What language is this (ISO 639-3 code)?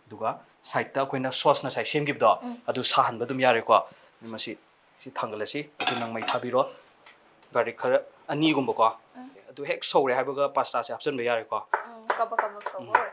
mni